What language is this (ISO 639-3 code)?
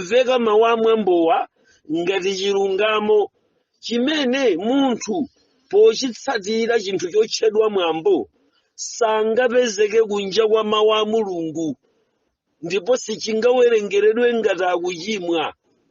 nya